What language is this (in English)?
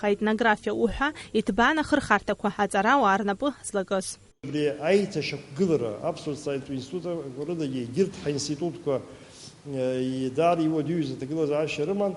Abkhazian